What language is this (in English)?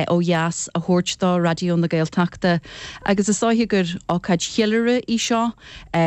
Irish